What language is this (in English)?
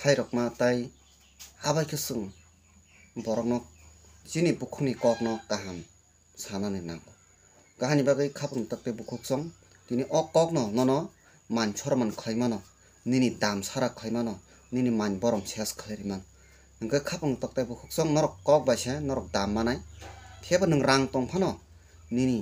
Kok Borok